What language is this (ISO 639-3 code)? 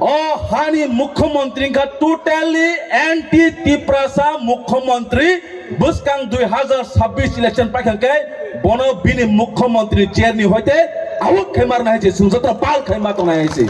trp